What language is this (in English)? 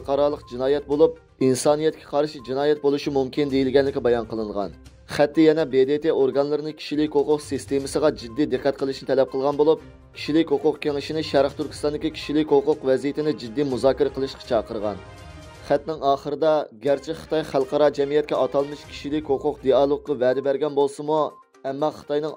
Uyghur